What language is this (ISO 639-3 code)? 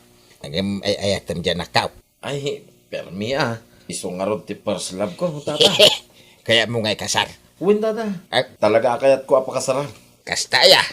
ilo